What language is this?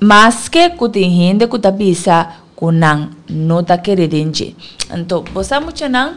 Papiamento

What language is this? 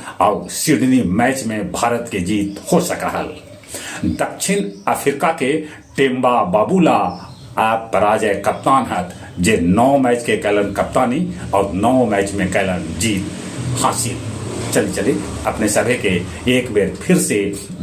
Magahi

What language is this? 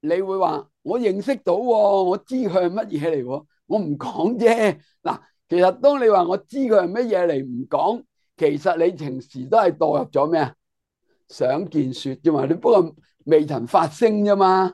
Cantonese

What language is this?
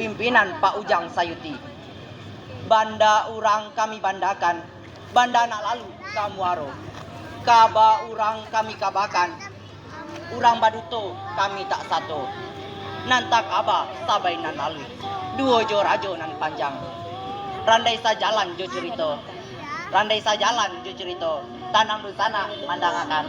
Minangkabau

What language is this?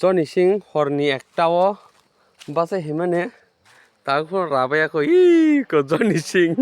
Kok Borok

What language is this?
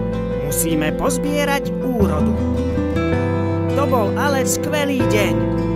Slovak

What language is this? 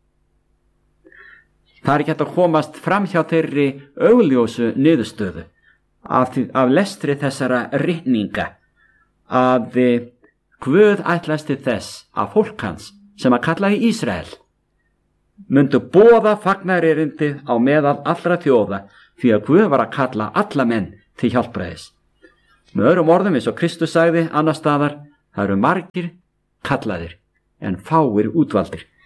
Icelandic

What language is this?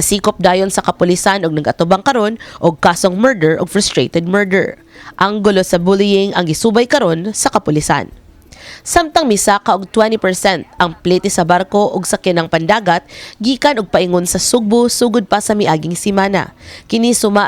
Cebuano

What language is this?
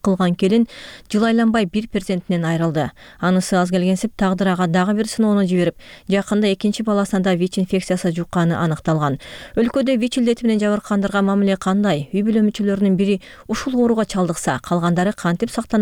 Kyrgyz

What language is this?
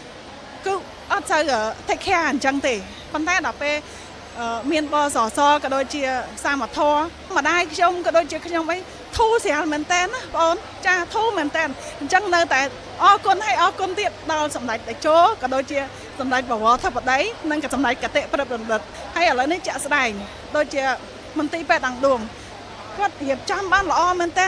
Khmer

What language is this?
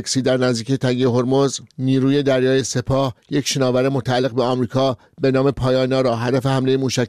Persian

